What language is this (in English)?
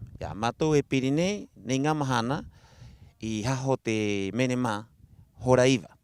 Rapanui